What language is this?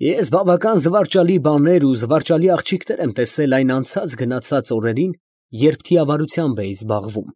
Armenian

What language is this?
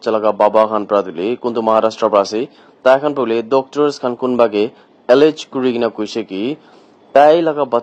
Naga Pidgin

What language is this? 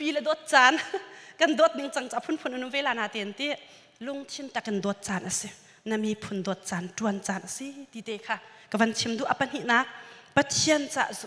Hakha Chin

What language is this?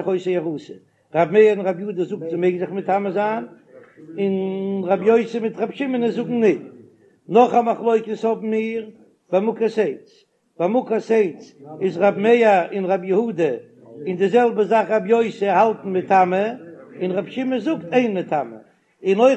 Yiddish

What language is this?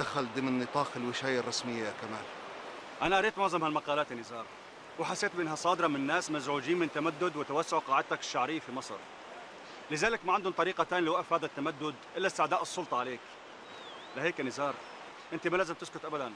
North Levantine Arabic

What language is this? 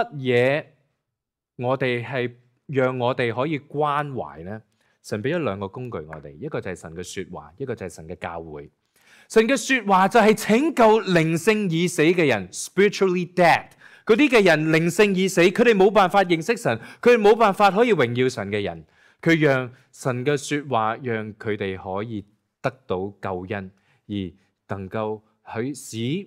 Cantonese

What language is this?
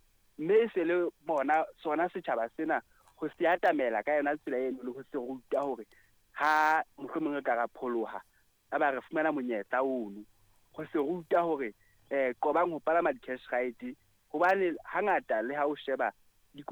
Southern Sotho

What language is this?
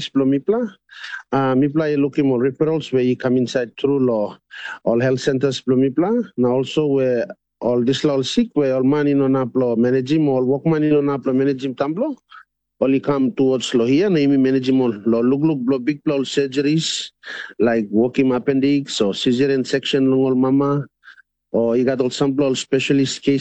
Tok Pisin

